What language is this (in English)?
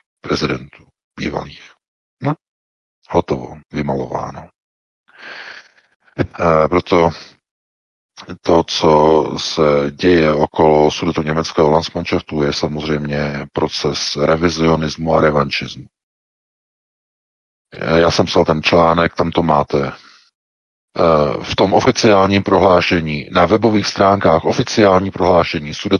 Czech